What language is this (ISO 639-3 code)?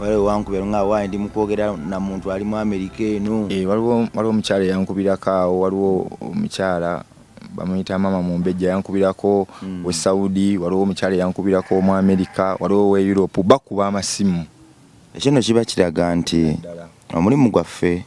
lug